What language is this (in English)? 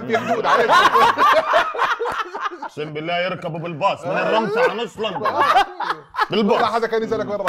South Levantine Arabic